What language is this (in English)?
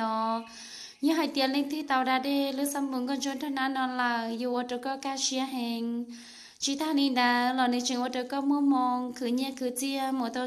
Hmong